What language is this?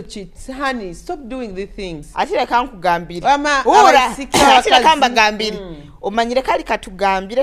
Nyoro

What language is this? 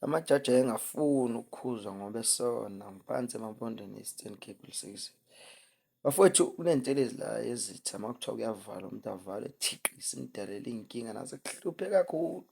Zulu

